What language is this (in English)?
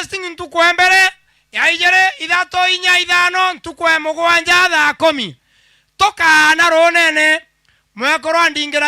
Meru